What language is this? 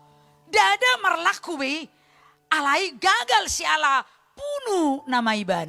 Batak Toba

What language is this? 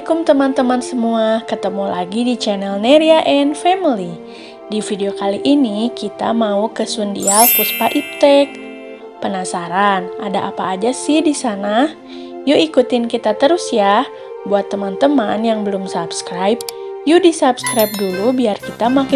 Indonesian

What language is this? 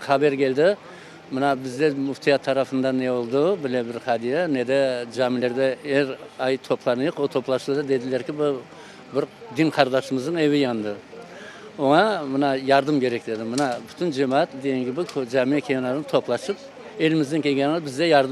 Crimean Tatar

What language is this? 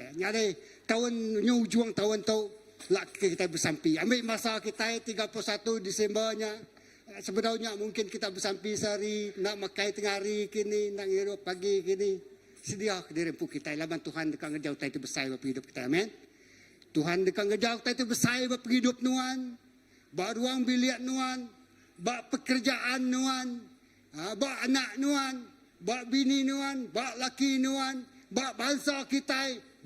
Iban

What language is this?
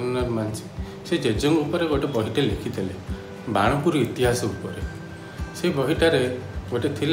Odia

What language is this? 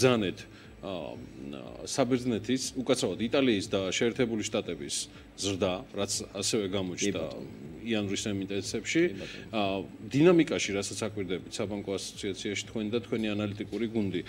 Georgian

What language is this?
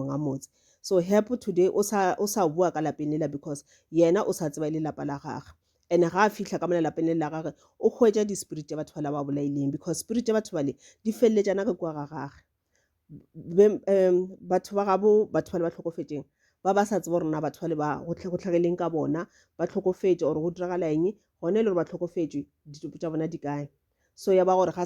Northern Sotho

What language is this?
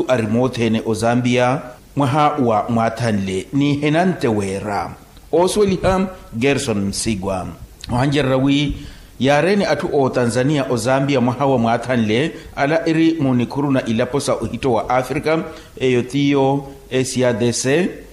Makhuwa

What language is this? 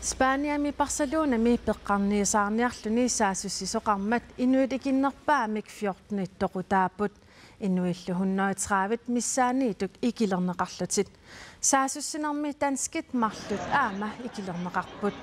Kalaallisut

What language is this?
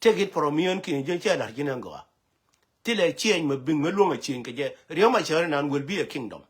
Nuer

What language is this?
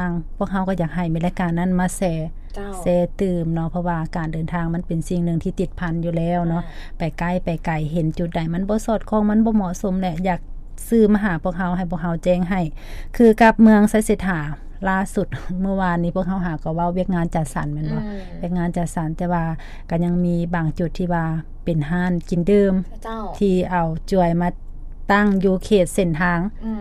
Lao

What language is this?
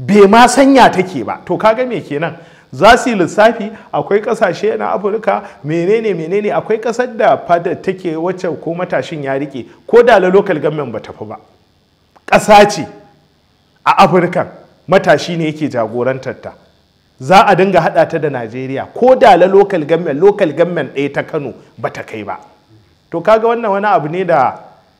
Hausa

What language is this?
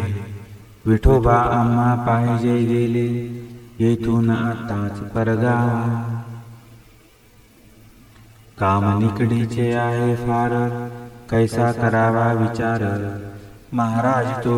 Marathi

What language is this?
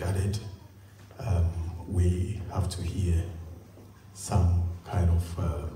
English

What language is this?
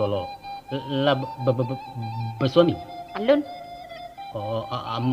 Minangkabau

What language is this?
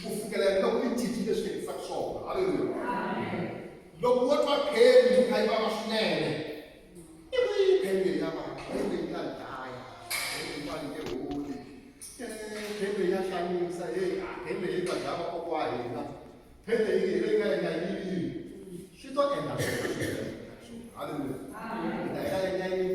Tsonga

